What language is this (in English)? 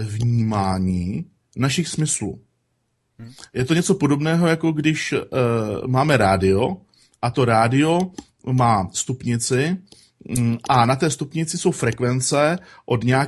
Czech